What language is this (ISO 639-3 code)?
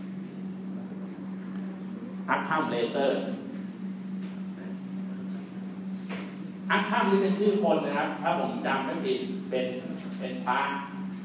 tha